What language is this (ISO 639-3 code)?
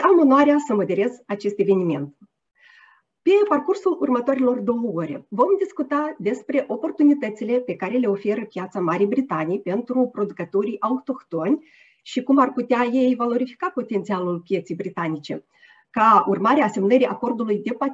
ron